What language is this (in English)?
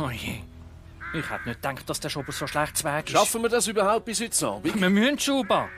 Swiss German